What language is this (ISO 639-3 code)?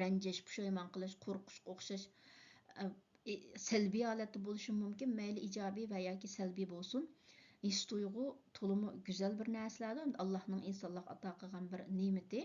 uig